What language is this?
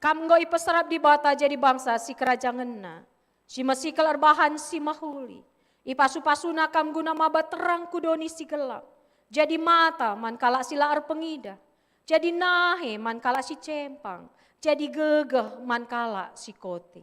Batak Karo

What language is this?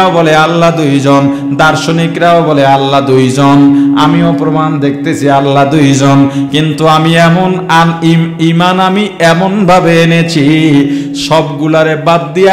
Bangla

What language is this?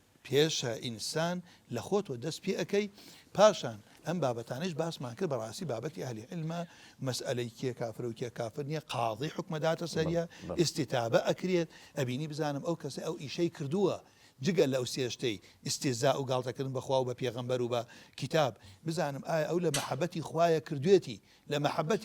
Central Kurdish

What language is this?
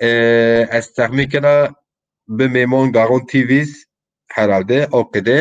Zaza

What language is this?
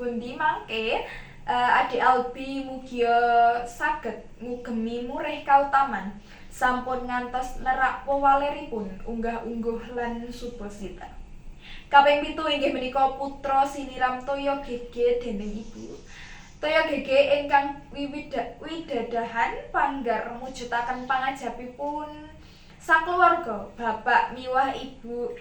Javanese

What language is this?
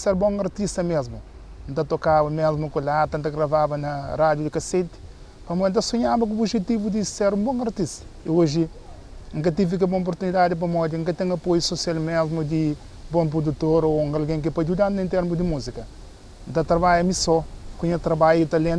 Kabuverdianu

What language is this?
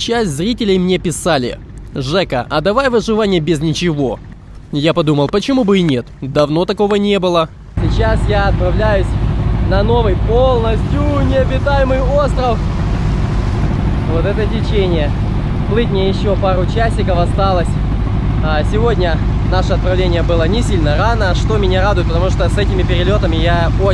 Russian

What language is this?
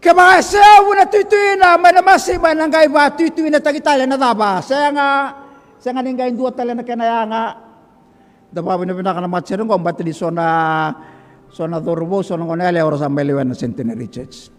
Fijian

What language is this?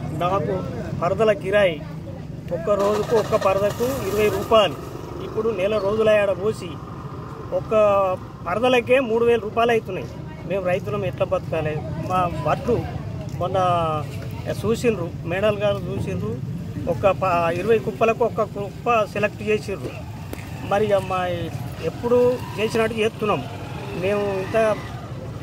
Telugu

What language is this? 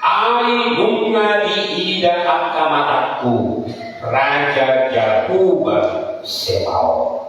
Batak Toba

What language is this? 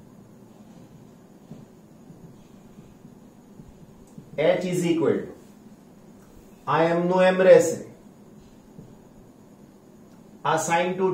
Gujarati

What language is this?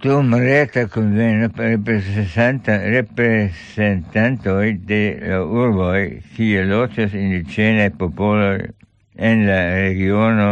Esperanto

